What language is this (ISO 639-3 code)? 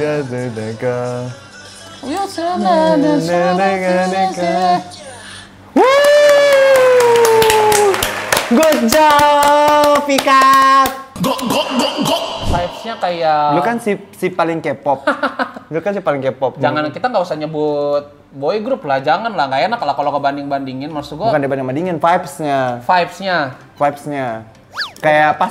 ind